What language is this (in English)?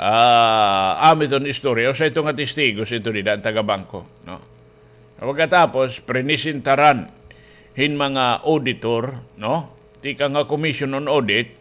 Waray